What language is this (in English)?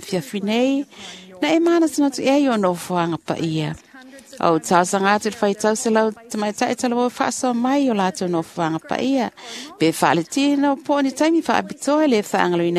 Samoan